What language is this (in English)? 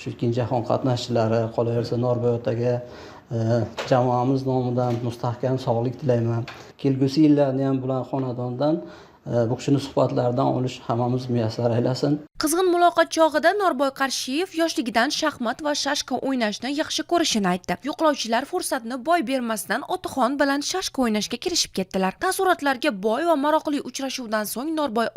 Uzbek